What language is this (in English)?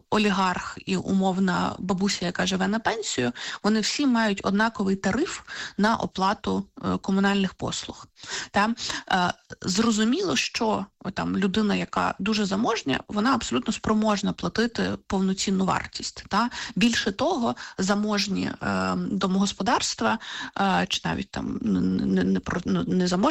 Ukrainian